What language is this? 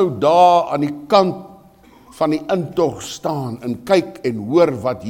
Afrikaans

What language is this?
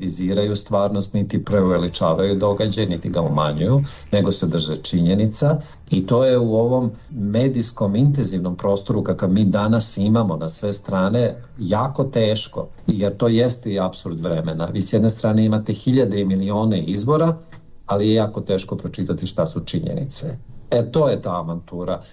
Serbian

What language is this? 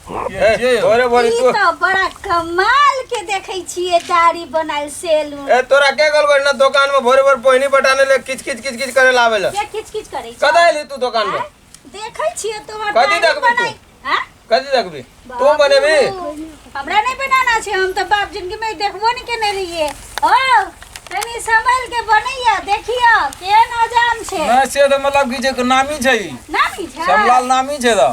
Maithili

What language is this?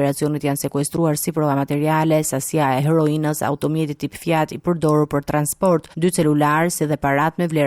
Albanian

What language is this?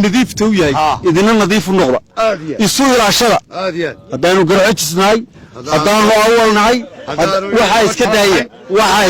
Somali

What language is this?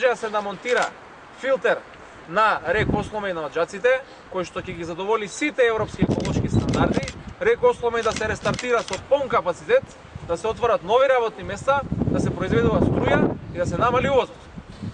Macedonian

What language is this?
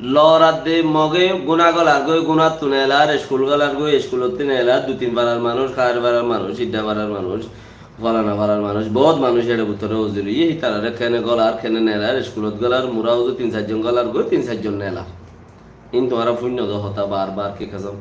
Rohingya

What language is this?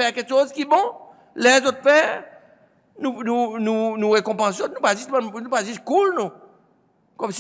Seselwa Creole French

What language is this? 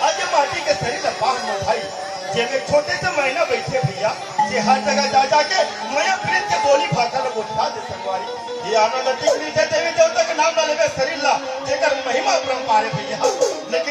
Chhattisgarhi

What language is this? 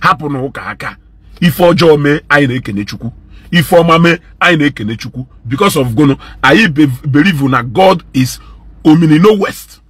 Igbo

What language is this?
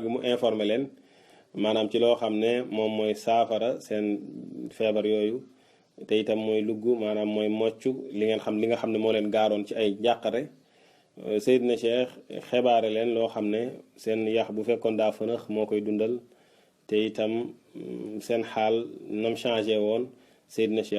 Wolof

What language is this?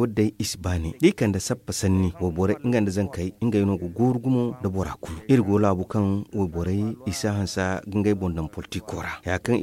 Zarma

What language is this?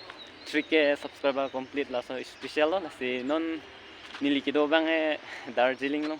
Karbi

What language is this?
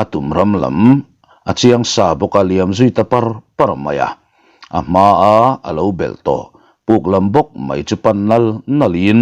Mizo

